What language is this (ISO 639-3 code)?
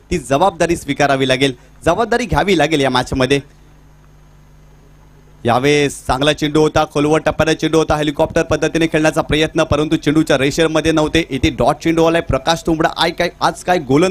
mar